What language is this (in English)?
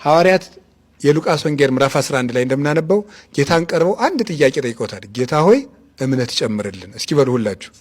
Amharic